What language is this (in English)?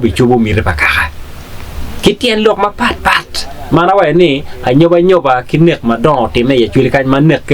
Acoli